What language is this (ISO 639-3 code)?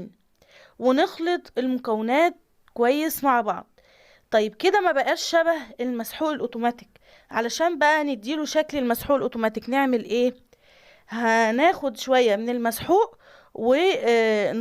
arz